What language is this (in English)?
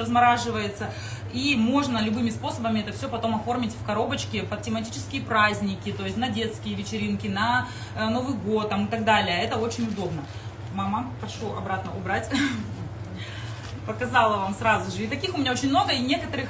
Russian